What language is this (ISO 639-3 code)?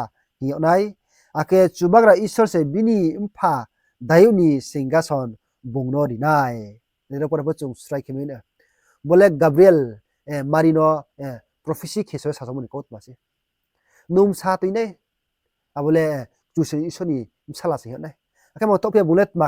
ria